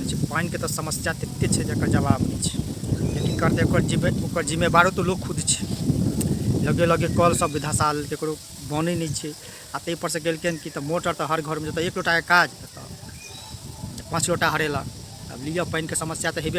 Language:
Maithili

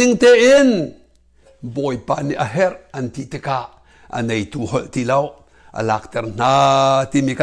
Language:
Hakha Chin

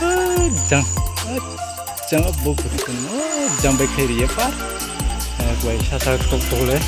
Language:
Riang (India)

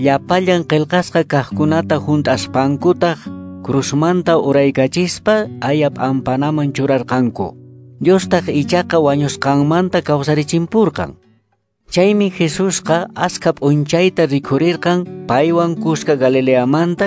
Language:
Quechua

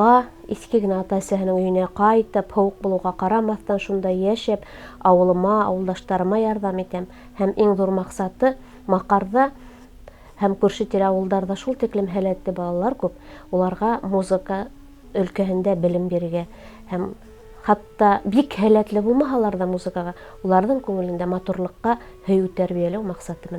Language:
Bashkir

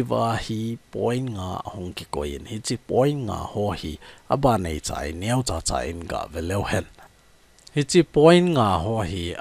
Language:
Thado Chin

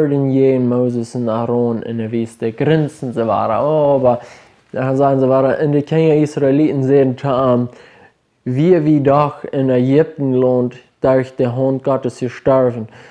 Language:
Plautdietsch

